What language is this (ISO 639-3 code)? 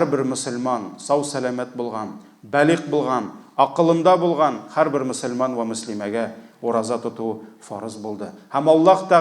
tat